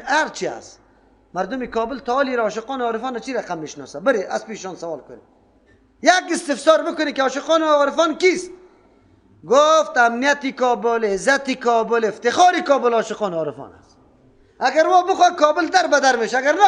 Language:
Persian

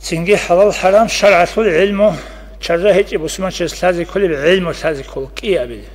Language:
Avaric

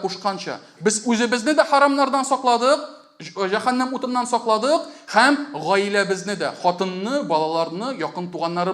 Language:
Tatar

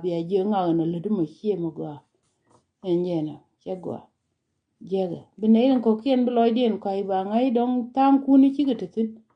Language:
Nuer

